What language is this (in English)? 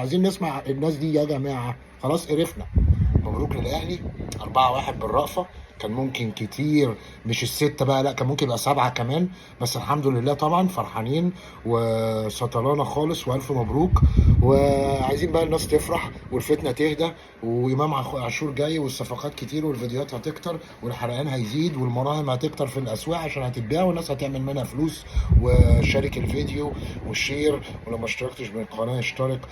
Egyptian Arabic